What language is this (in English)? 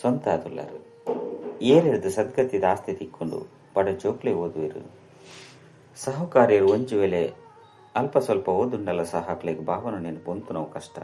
Tulu